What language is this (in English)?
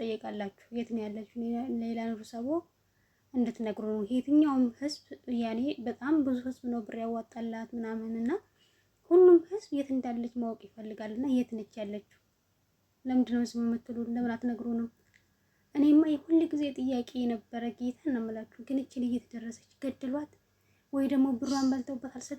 Amharic